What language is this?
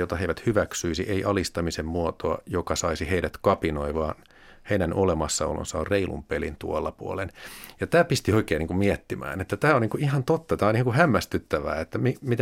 Finnish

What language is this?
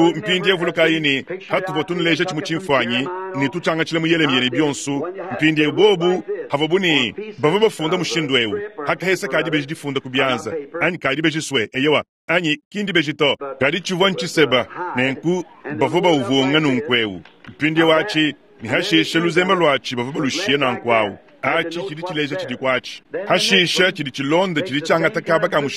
Luba-Lulua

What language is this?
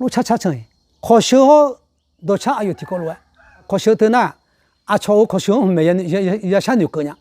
Akha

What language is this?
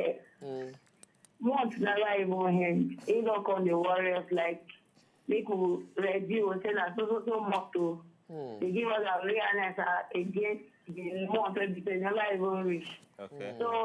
Nigerian Pidgin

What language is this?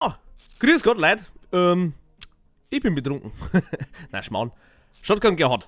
Bavarian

